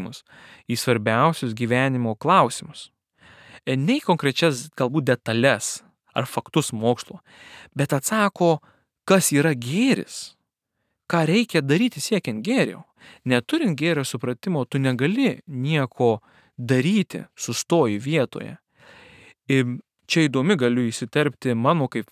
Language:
Lithuanian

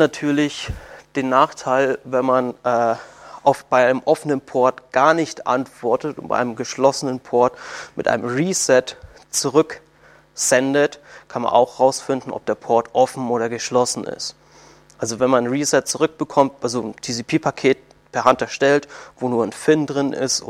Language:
German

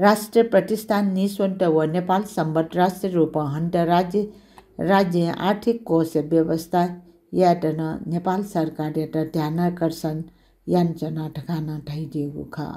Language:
Newari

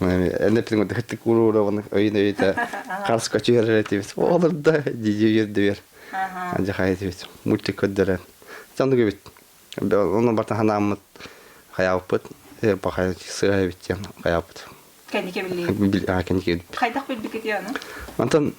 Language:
Yakut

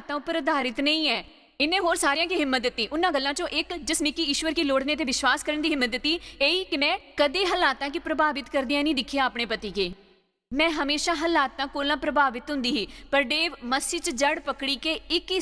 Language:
Dogri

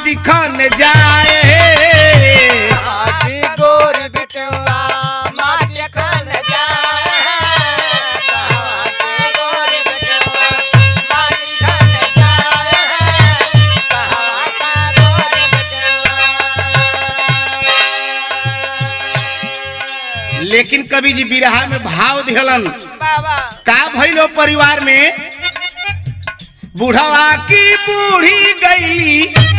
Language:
Bhojpuri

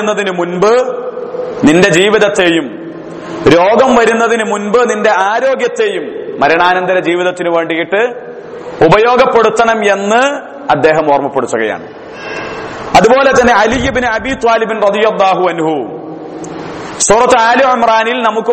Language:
Malayalam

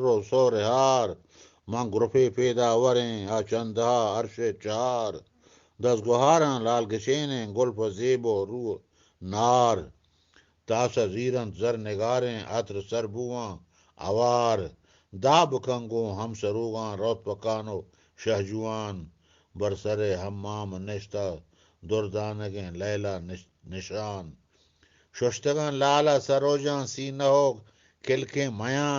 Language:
Eastern Balochi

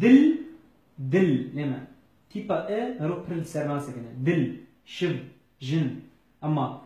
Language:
Kurdish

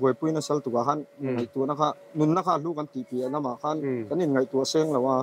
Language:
Mizo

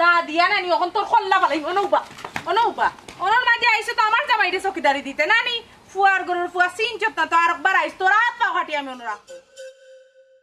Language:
Sylheti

